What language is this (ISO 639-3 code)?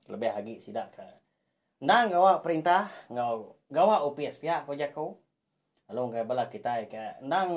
iba